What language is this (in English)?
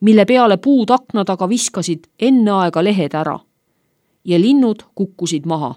Estonian